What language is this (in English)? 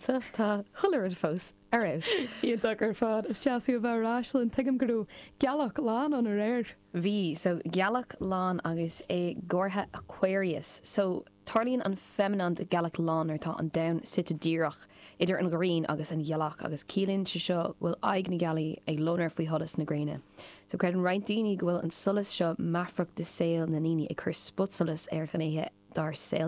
Irish